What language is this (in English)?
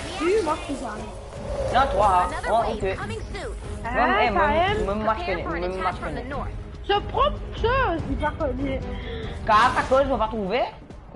Morisyen